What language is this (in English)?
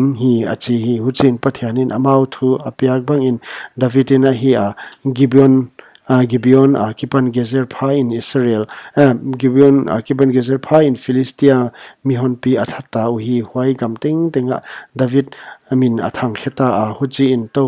Paite Chin